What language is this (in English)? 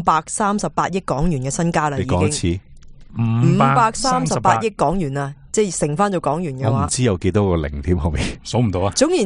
Cantonese